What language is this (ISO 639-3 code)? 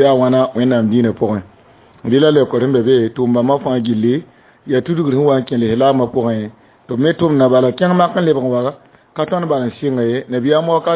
mos